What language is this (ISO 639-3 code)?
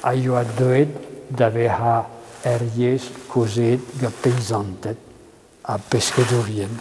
bre